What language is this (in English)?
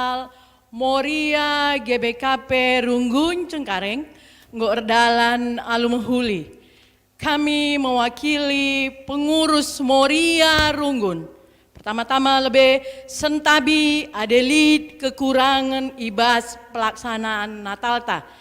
Batak Karo